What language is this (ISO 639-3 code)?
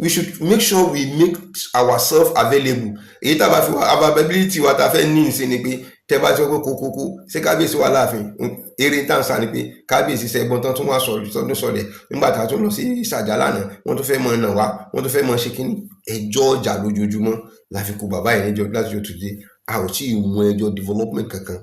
yor